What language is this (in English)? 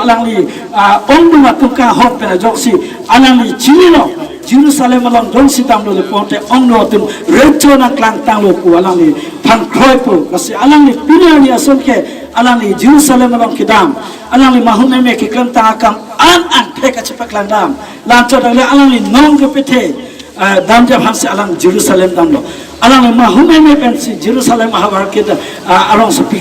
Karbi